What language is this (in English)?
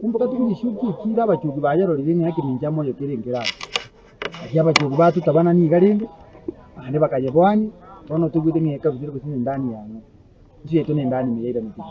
Gusii